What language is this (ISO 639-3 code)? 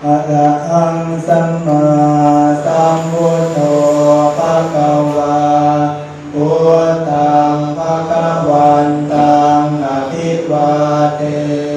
pli